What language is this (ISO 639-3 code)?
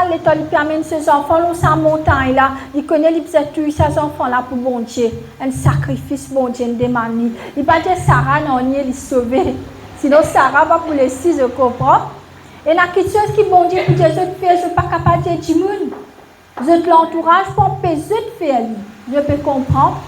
mfe